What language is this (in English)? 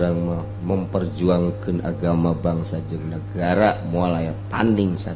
Sundanese